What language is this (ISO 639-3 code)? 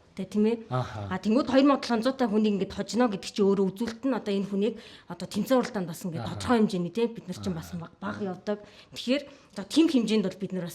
mon